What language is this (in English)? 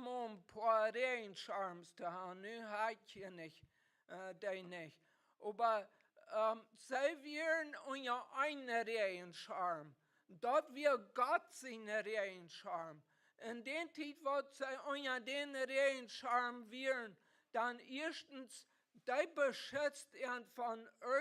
Plautdietsch